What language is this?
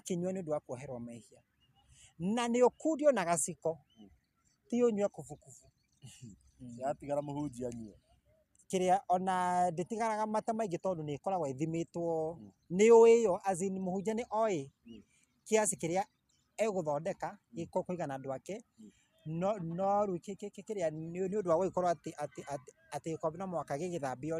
Kikuyu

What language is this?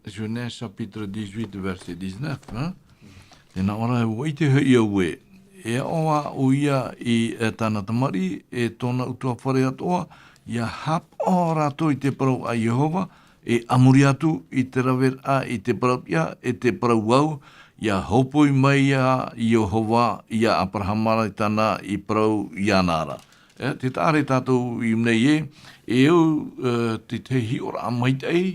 Tahitian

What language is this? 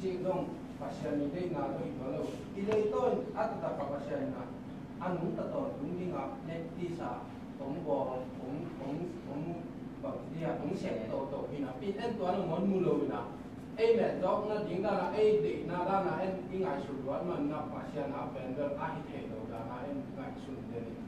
Tedim Chin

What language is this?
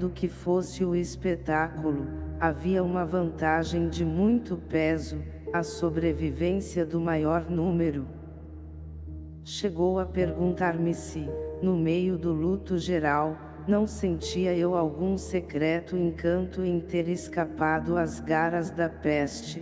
Portuguese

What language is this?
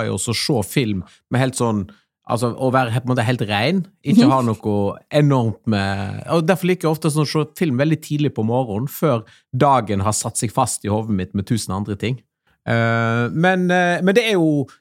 Norwegian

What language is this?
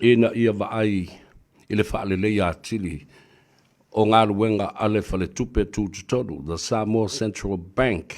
Samoan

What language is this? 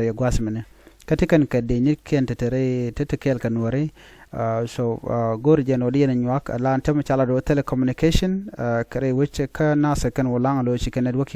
Nuer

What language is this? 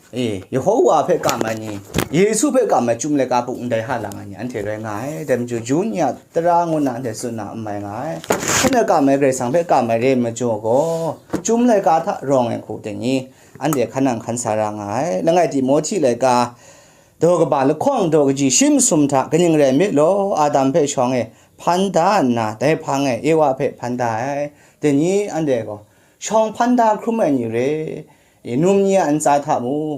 Kachin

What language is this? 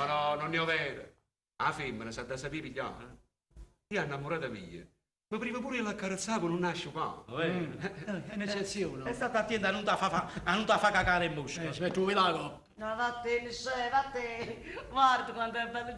Neapolitan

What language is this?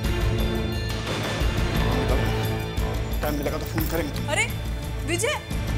Hindi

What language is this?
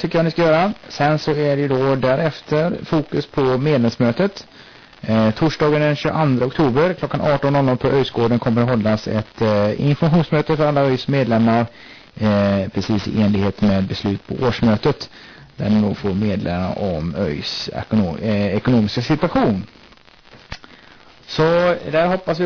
Swedish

